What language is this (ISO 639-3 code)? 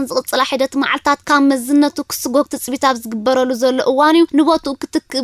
tir